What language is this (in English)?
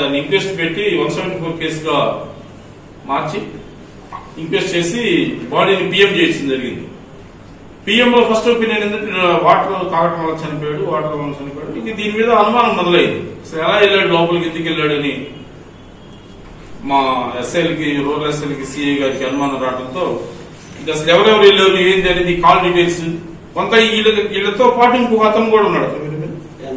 Telugu